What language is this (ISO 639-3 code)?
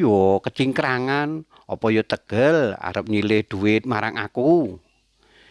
jav